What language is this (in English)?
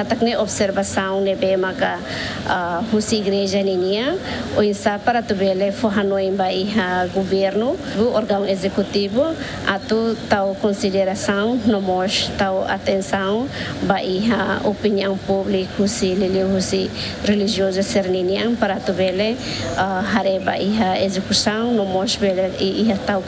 Tetum